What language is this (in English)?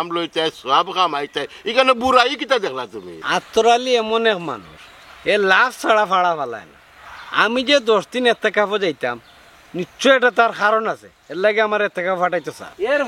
Sylheti